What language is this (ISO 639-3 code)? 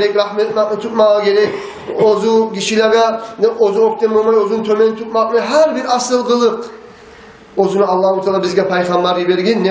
kum